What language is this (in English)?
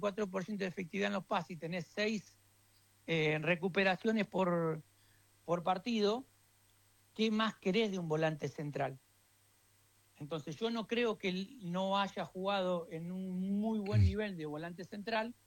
Spanish